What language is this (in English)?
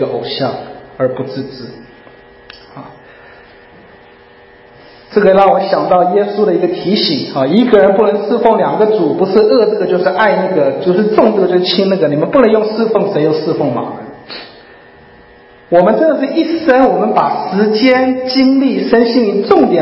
Chinese